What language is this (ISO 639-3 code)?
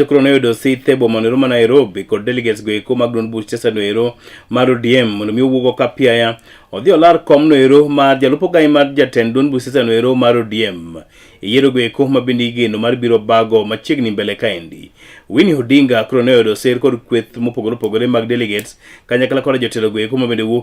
luo